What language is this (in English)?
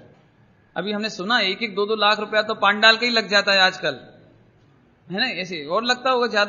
Hindi